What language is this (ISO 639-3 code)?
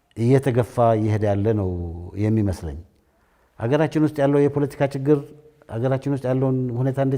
amh